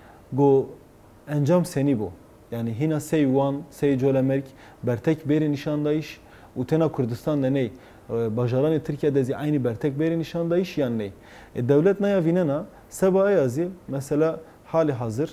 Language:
Zaza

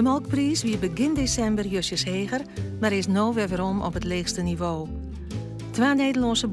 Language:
Western Frisian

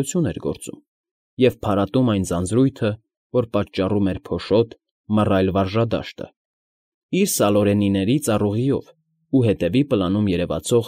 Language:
Armenian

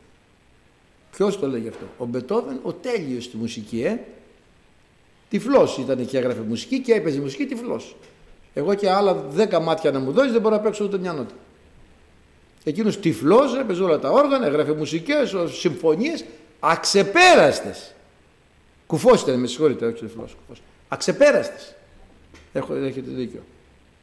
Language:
Greek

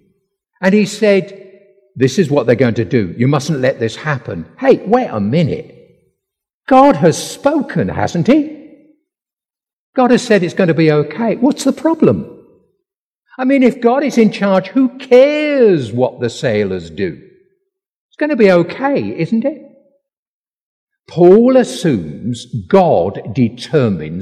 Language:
English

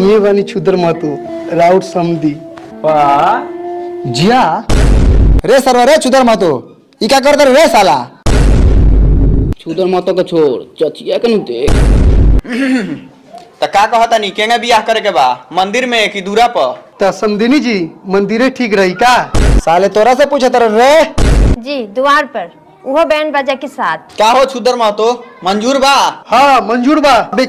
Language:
Bhojpuri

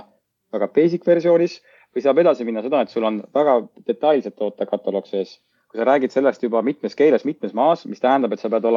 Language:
Estonian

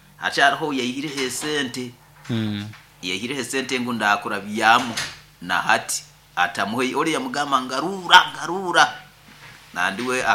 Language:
Nyoro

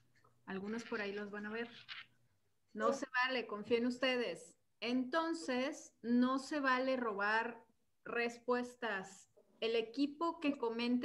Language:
Spanish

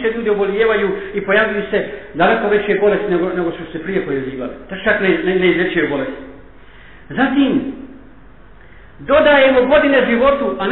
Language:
Bosnian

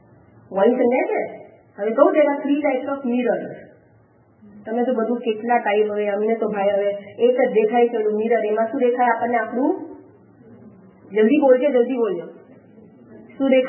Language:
Gujarati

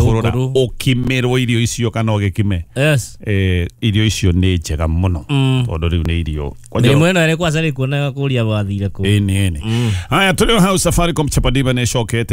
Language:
Kikuyu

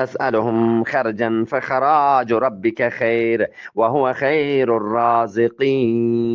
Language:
Eastern Balochi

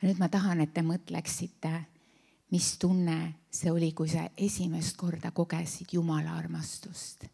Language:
Estonian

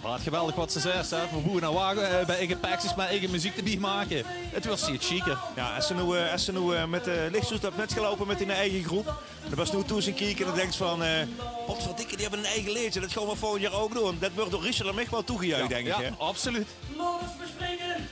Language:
Limburgish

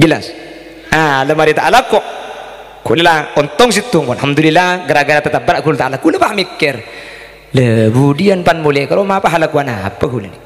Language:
Madurese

